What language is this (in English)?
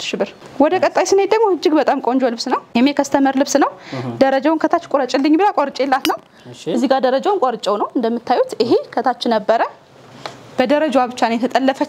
Amharic